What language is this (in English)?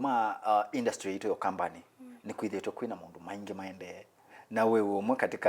Kamba